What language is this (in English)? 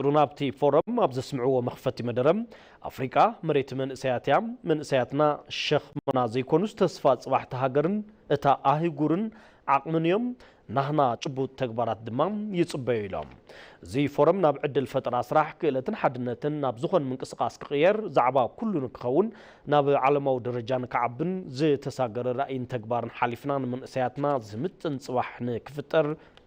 Tigrinya